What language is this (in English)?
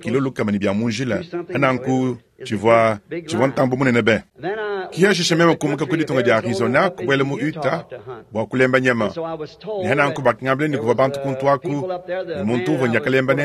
Luba-Lulua